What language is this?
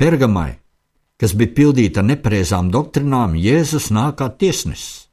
Latvian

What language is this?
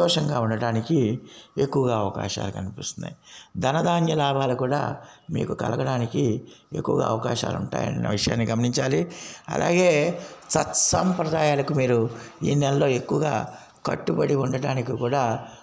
Telugu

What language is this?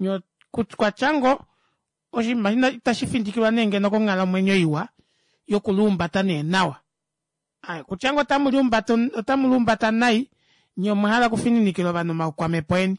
Kuanyama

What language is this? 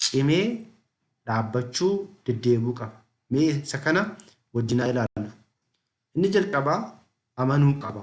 Oromo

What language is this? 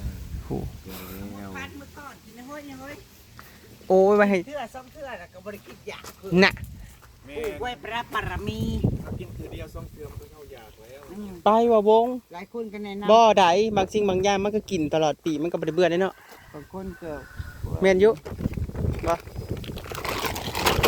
Northeastern Thai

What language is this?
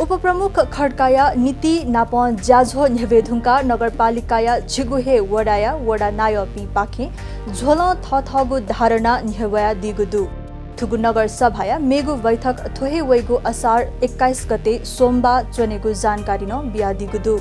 Newari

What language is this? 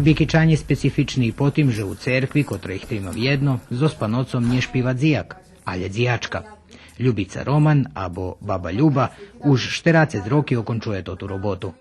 Rusyn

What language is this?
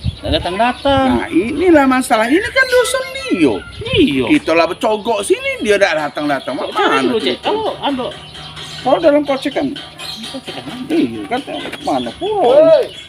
Musi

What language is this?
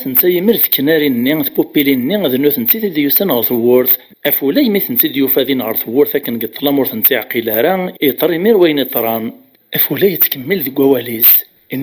Kabyle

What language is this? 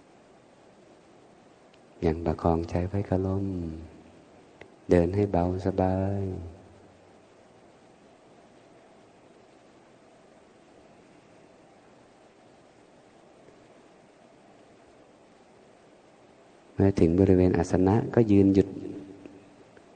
Thai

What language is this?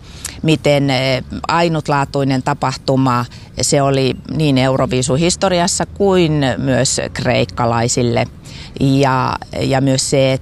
Finnish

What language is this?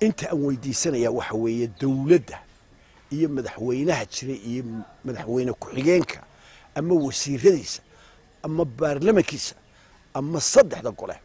Somali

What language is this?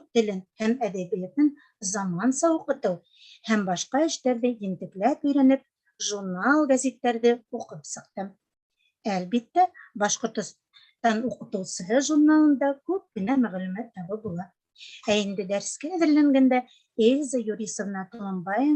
Bashkir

